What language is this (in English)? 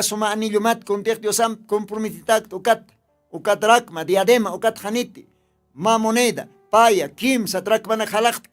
Aymara